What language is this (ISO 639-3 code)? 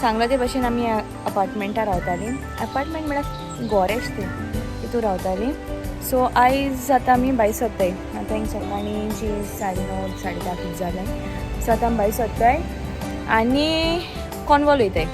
kok